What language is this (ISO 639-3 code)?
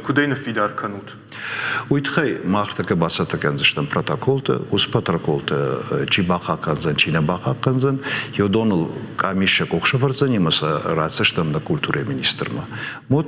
oss